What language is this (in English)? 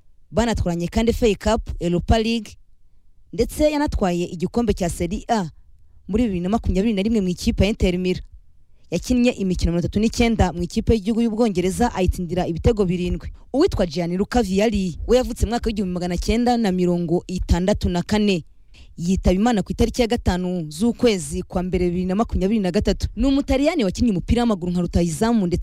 Kinyarwanda